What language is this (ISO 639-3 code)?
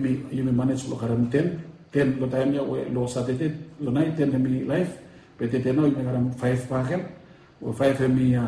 bis